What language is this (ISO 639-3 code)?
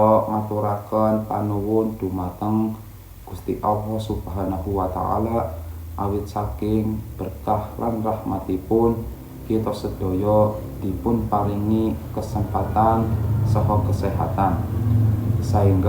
jav